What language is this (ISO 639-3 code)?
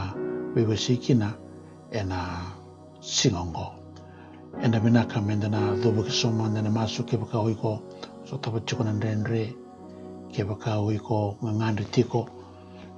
fij